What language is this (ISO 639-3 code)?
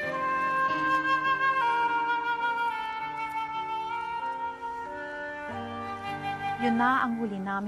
fil